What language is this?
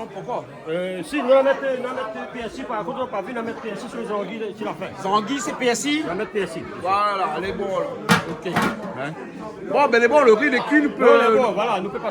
Réunion Creole French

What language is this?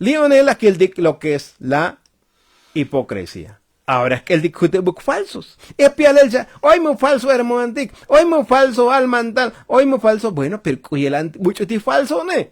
Tzotzil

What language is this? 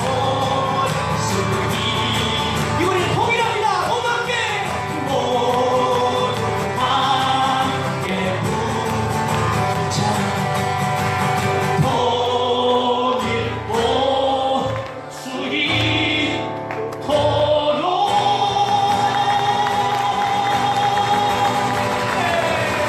Korean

